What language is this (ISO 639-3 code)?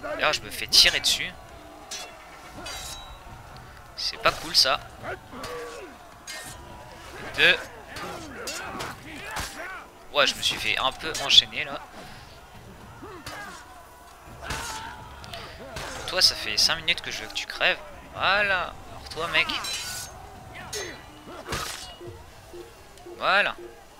fra